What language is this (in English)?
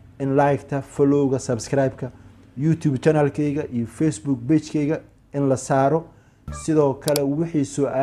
Somali